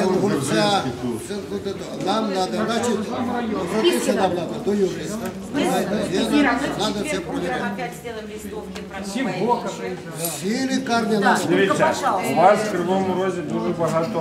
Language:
Ukrainian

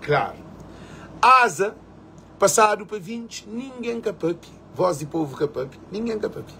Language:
Kabuverdianu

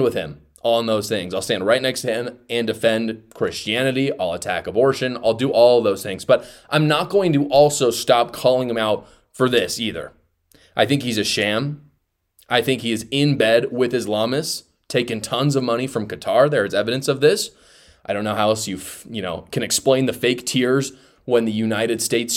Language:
English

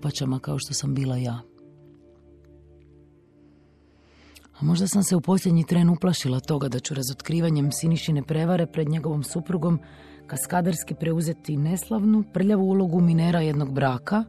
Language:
Croatian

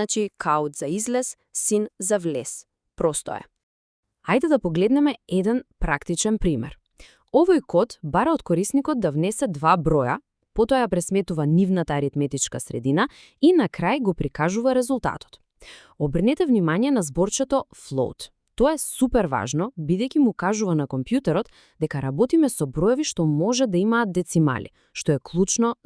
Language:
Macedonian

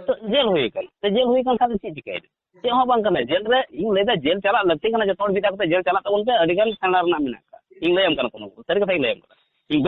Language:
Santali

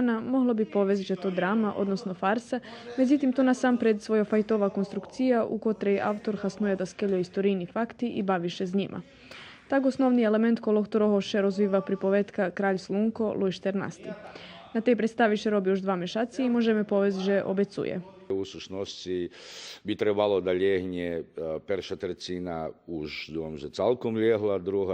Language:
Rusyn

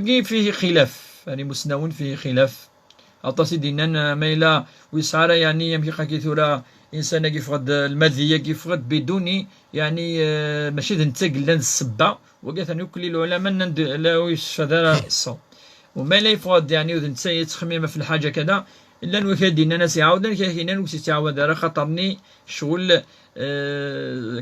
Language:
Kabyle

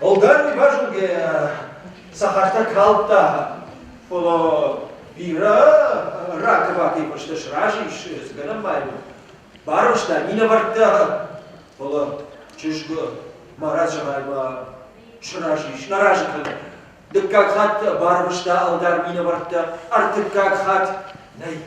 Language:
Ossetic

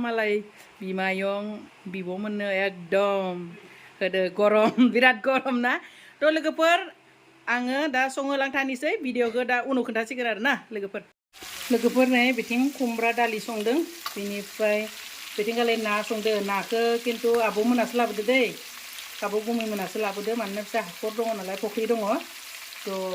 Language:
Bodo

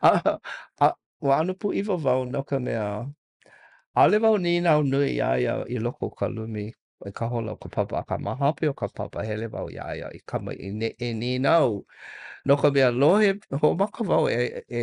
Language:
Hawaiian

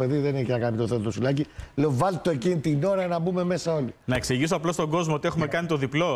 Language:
Greek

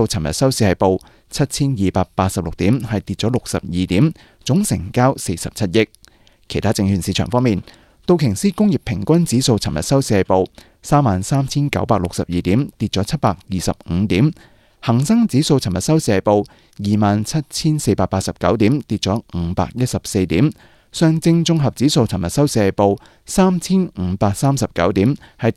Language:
Cantonese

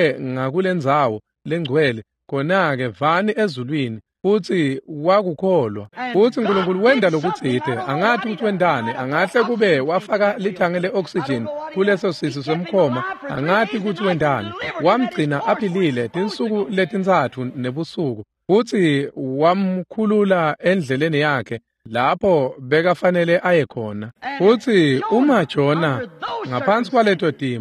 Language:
Swati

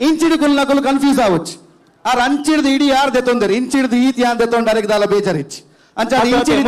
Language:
Tulu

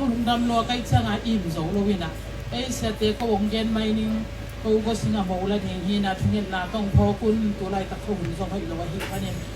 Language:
Tedim Chin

